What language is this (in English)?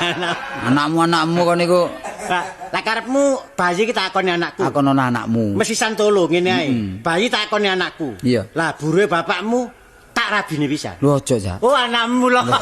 Javanese